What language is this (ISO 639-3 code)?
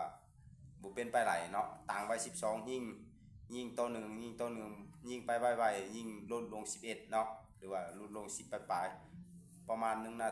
lao